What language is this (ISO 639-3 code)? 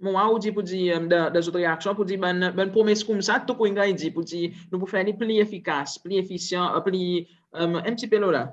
crs